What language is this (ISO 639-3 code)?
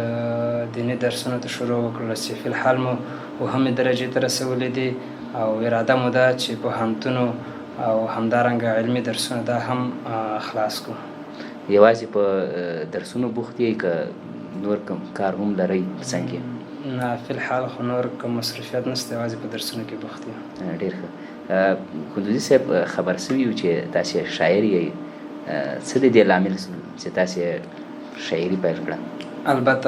pus